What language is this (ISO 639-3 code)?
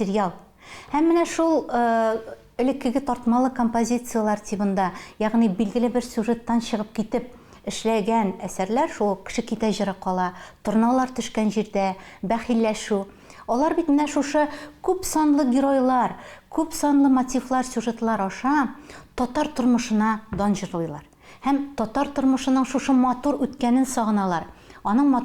tat